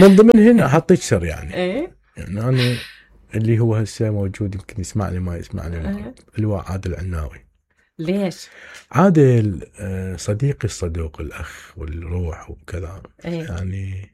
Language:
Mesopotamian Arabic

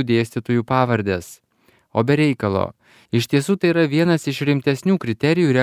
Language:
Lithuanian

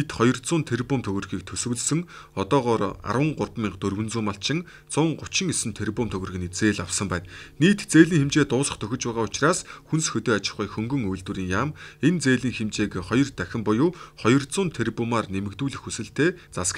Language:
Mongolian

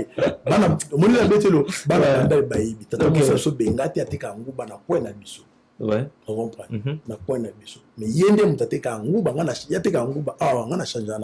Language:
Lingala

